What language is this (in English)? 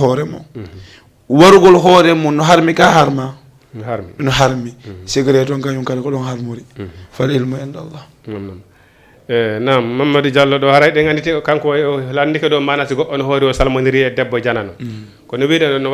Fula